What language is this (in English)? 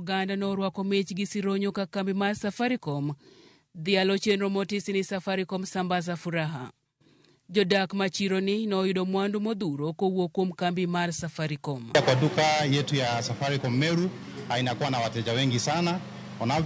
Luo (Kenya and Tanzania)